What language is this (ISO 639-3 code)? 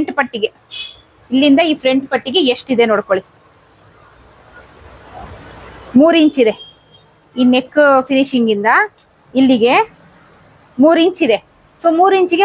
kan